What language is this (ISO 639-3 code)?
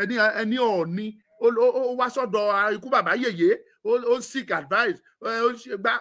yor